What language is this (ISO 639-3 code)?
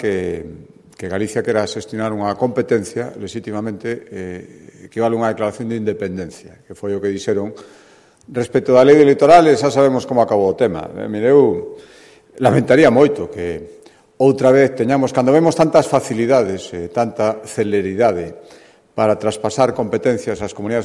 glg